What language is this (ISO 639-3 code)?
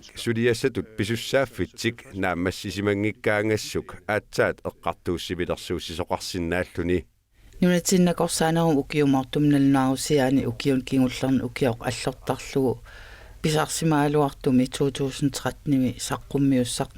kal